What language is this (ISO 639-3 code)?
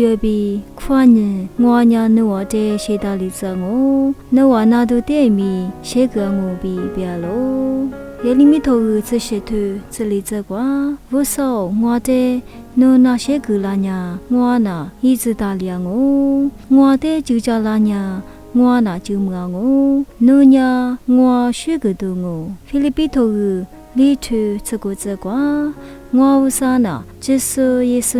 lis